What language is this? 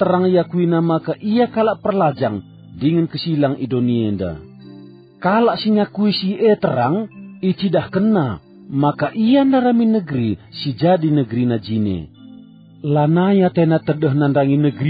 Batak Karo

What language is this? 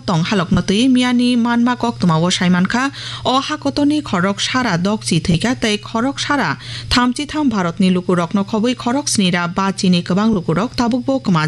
Kok Borok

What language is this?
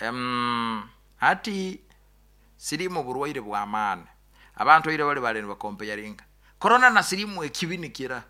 Nyoro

